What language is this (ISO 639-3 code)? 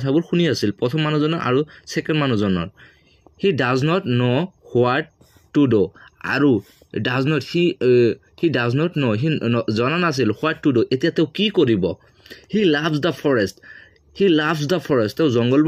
asm